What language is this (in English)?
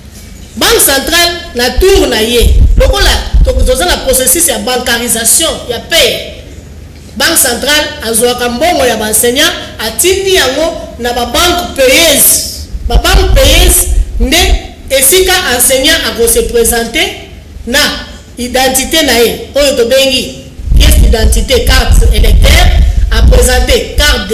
Lingala